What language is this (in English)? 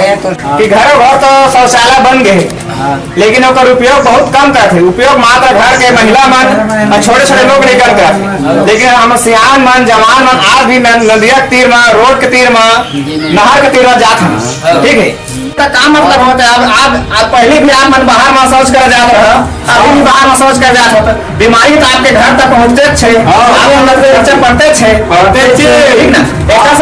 Chhattisgarhi